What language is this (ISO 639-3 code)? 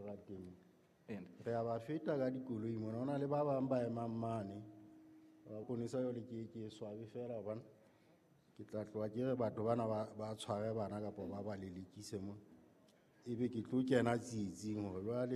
sot